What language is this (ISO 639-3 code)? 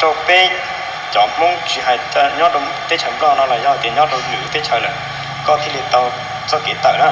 hmn